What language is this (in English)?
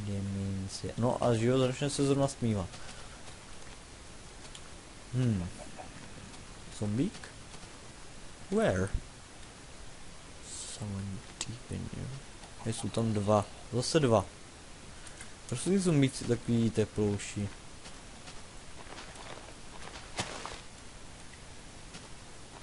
Czech